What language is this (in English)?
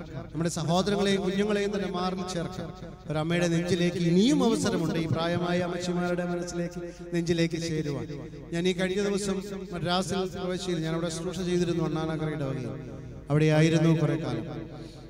Malayalam